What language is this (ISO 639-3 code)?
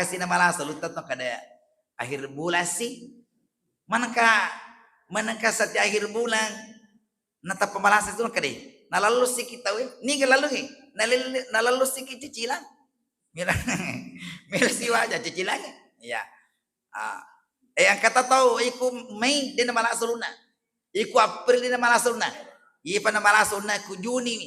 bug